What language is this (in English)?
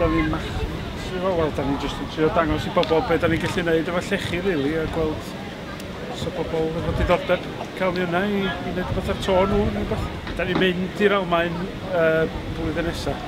Welsh